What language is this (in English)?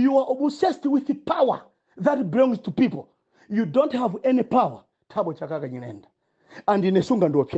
Nyanja